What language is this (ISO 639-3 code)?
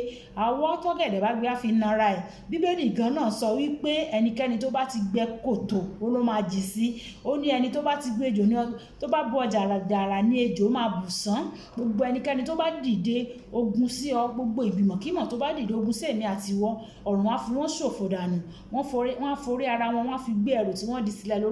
yor